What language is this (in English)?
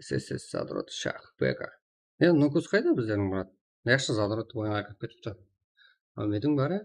Kara-Kalpak